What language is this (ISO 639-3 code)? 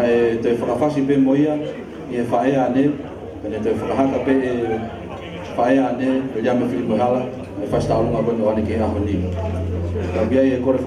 ton